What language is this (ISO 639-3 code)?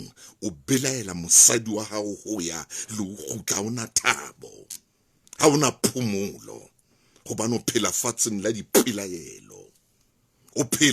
sot